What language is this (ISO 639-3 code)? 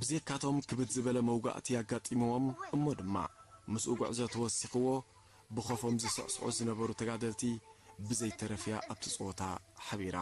tir